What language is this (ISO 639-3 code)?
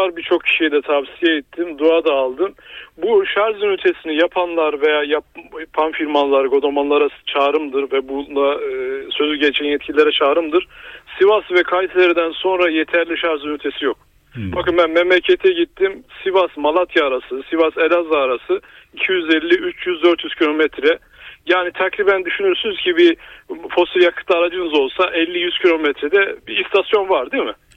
tur